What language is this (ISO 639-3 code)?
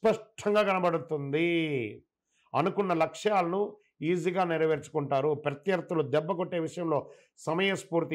tel